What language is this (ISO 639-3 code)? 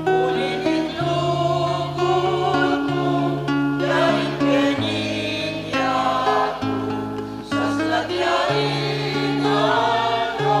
pam